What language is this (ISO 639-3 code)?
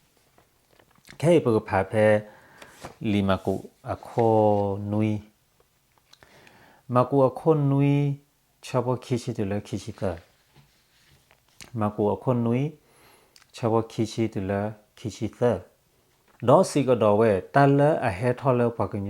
ksw